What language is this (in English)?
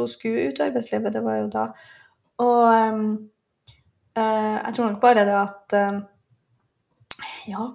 Norwegian